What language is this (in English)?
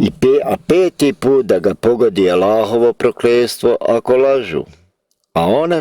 Bosnian